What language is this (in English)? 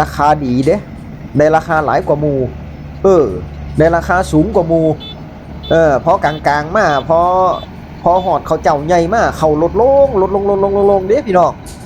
Northeastern Thai